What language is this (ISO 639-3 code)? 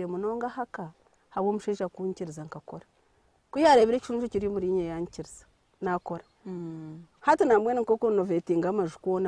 nyn